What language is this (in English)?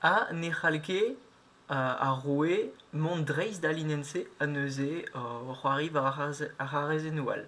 Breton